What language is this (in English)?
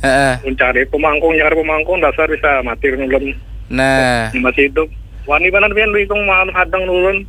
Banjar